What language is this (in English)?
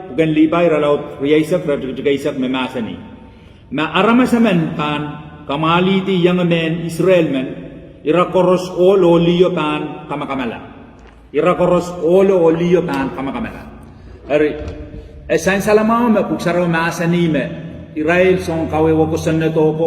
Pohnpeian